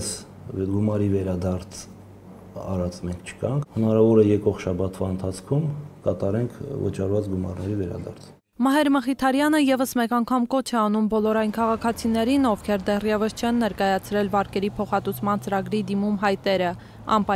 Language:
Armenian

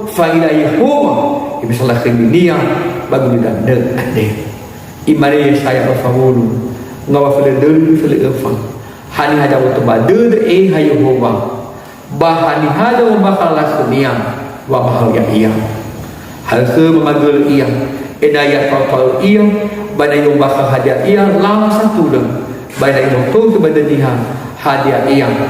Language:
Nias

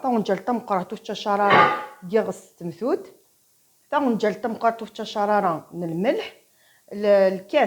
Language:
Kabyle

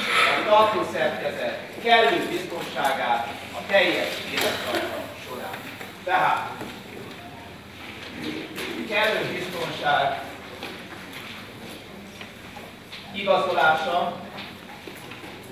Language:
Hungarian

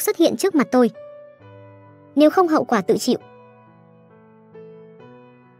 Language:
Vietnamese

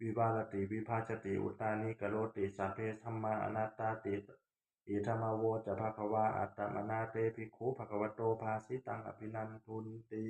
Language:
Pali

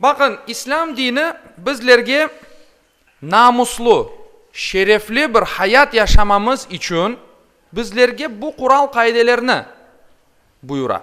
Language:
Crimean Tatar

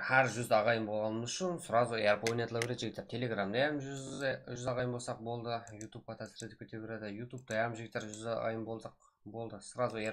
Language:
Kara-Kalpak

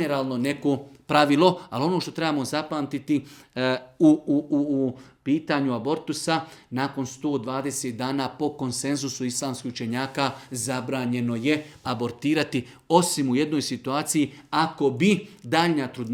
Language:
Bosnian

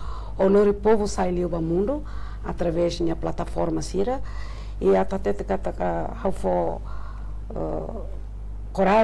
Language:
Tetum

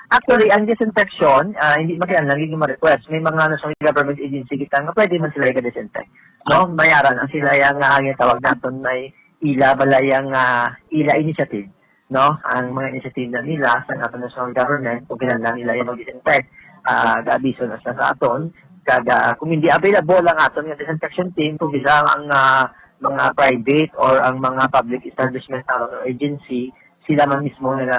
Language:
Hiligaynon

